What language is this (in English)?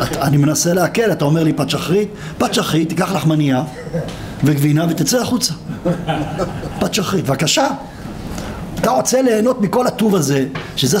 Hebrew